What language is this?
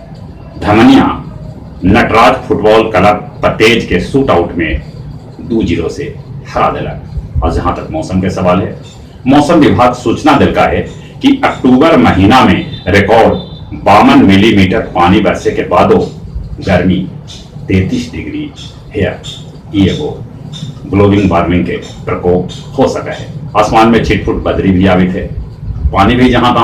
Magahi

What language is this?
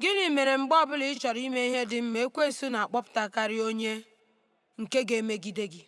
Igbo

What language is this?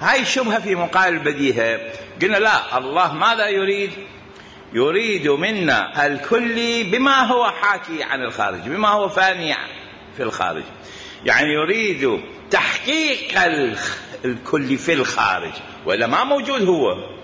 Mesopotamian Arabic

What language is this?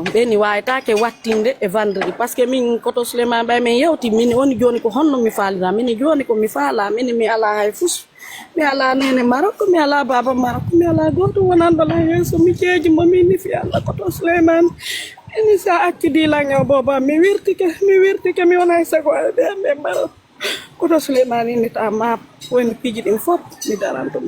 Fula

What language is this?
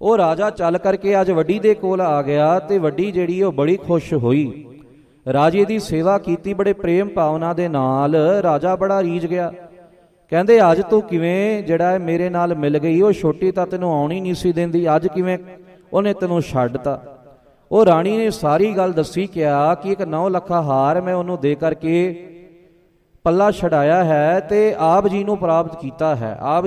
Punjabi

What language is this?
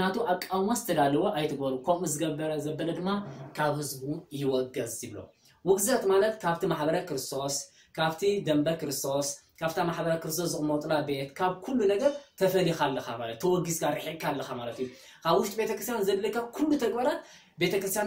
Tigrinya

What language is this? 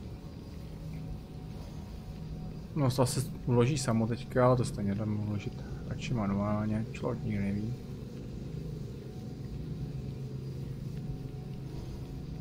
Czech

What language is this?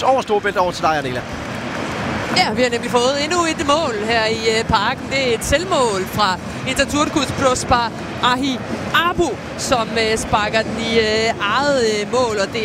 Danish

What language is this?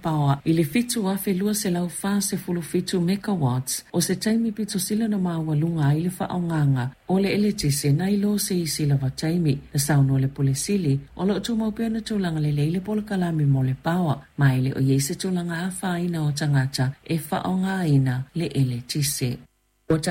Samoan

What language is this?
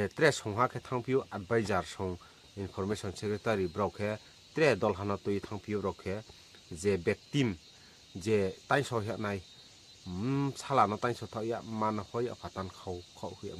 Riang (India)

